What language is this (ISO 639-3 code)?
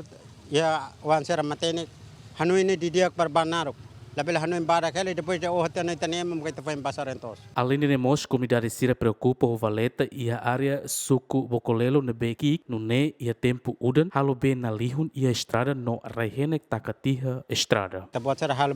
tet